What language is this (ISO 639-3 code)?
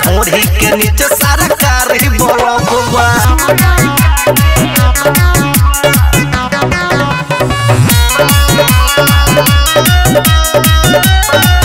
bho